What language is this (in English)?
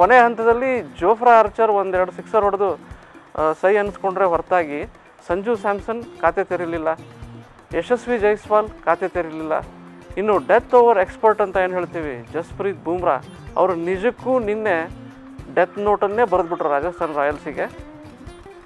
Kannada